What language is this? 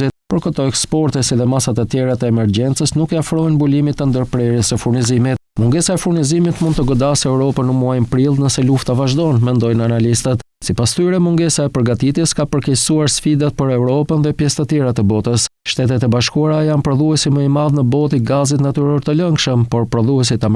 Albanian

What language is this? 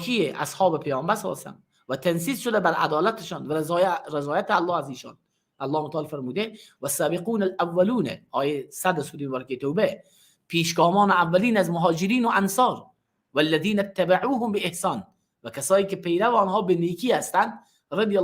Persian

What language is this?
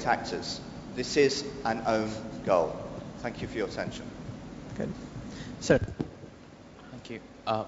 English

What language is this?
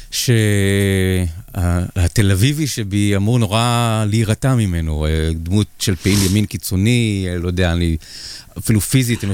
Hebrew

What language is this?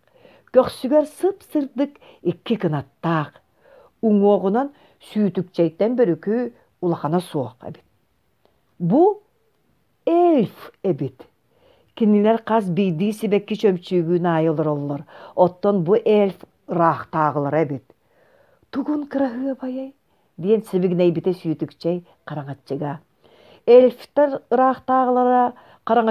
Yakut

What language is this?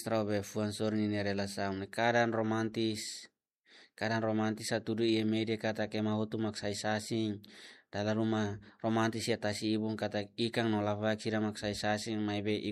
Tetum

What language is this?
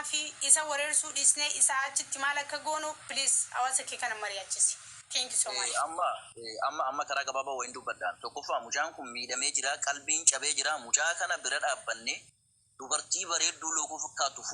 Oromo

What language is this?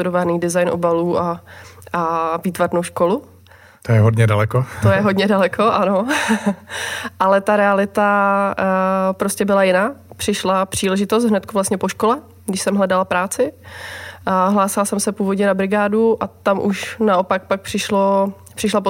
Czech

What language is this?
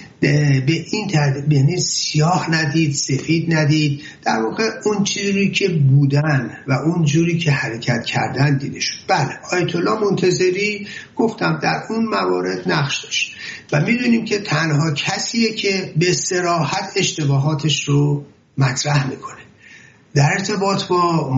Persian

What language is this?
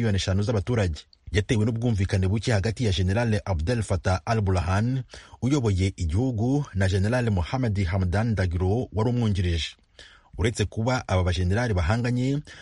Kinyarwanda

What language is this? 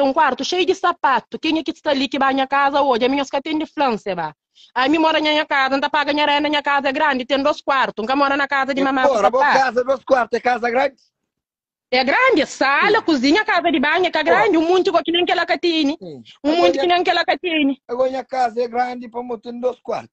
Kabuverdianu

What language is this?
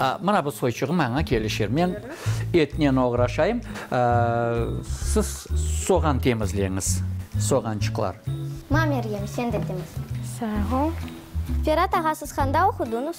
Crimean Tatar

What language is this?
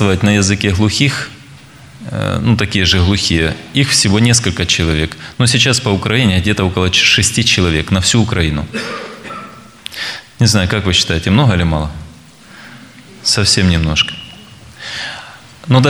Russian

